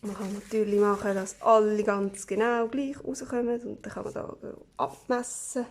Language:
Swiss German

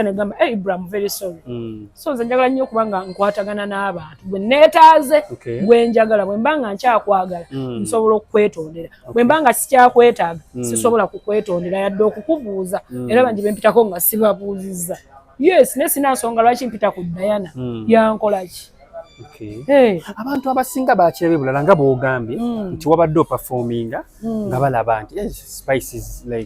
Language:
Ganda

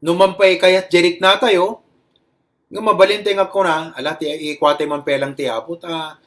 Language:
Iloko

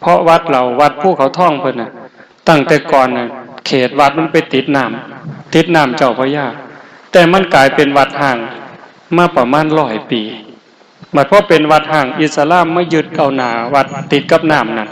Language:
Northeastern Thai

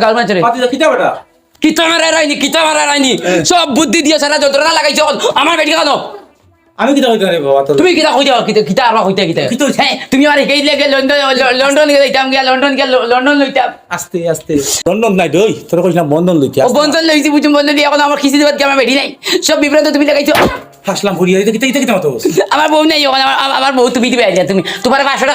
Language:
Sylheti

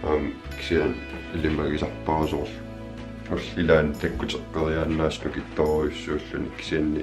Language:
Kalaallisut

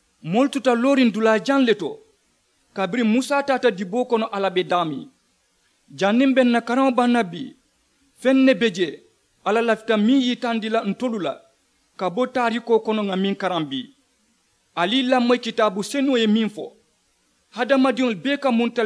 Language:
Mandingo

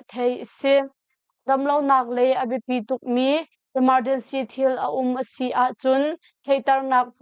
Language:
Hakha Chin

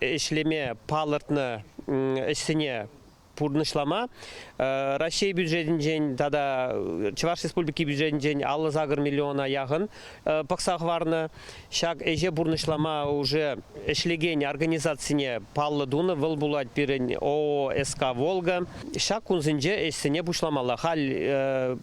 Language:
Chuvash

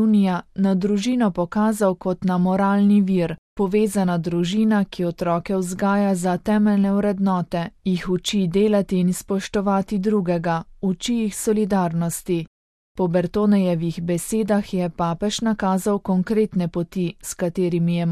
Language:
Slovenian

